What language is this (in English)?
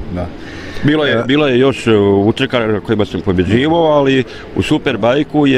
Croatian